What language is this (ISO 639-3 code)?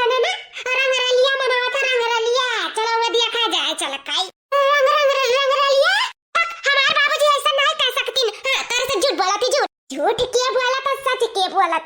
awa